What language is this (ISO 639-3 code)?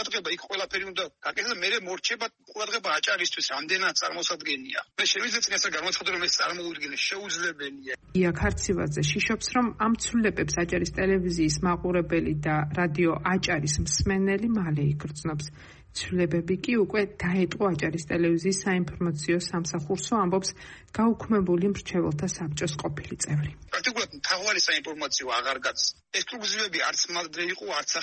kat